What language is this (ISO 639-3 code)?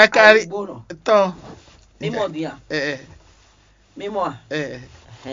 fon